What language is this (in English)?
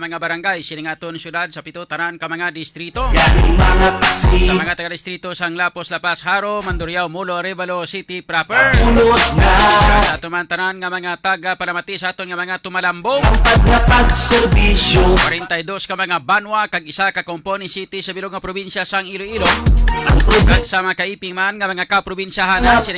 Hiligaynon